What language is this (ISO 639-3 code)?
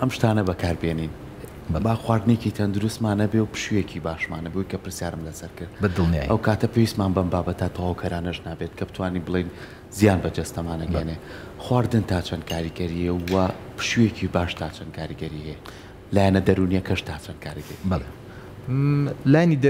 ckb